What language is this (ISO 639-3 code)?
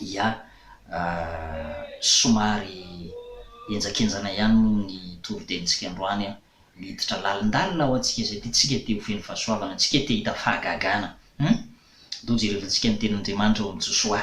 mlg